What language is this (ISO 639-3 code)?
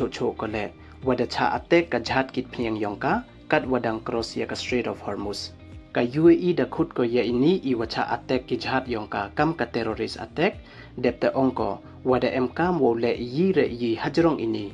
pbv